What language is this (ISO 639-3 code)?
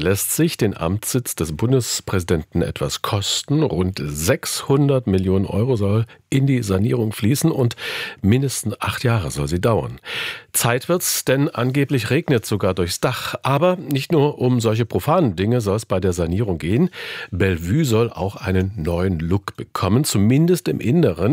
deu